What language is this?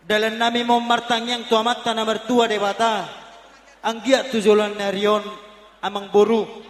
Batak Toba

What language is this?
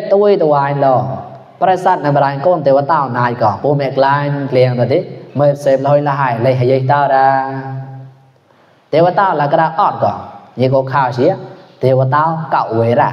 Mon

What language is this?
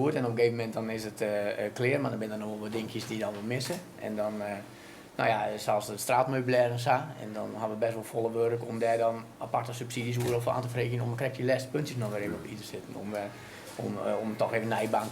Western Frisian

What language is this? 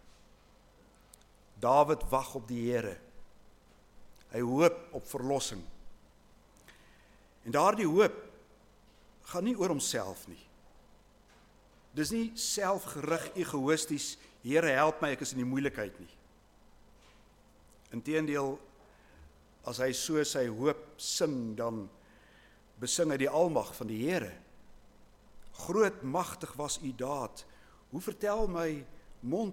Afrikaans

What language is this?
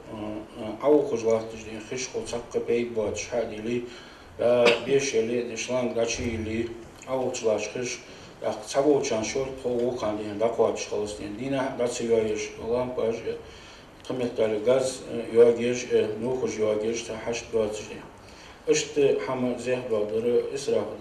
Ingush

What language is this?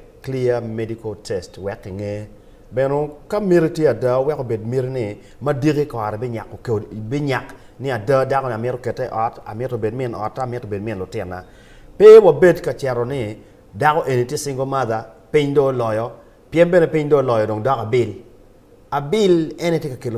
Acoli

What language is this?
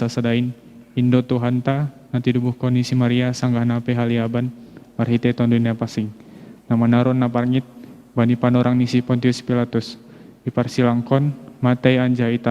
Batak Simalungun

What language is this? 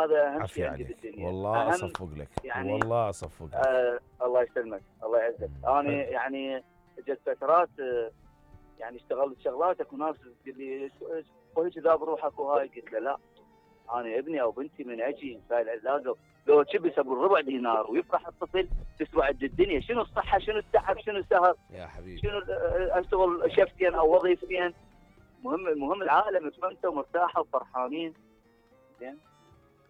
Mesopotamian Arabic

